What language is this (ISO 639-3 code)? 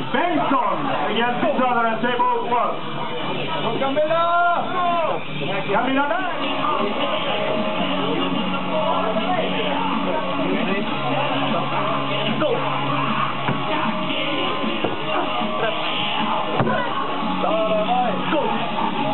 swe